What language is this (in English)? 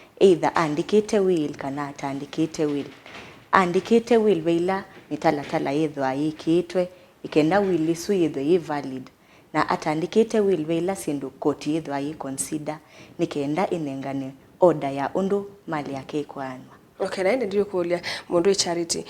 Kamba